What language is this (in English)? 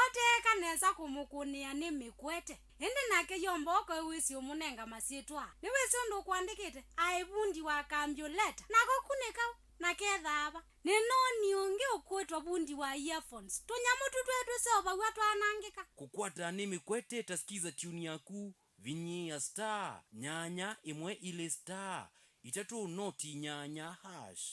Kamba